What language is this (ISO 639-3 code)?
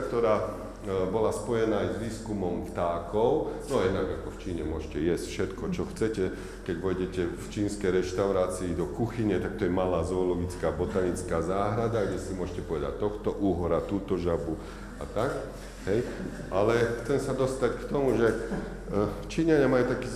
slk